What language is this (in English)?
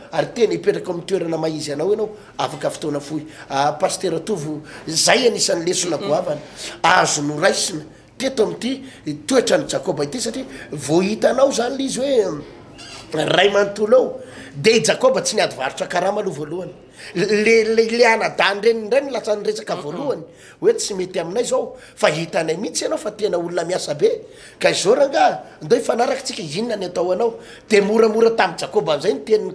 Malagasy